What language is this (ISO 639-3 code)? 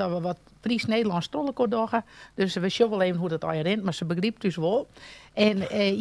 fry